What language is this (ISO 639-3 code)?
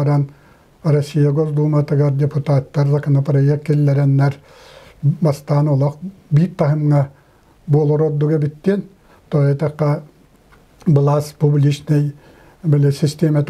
sah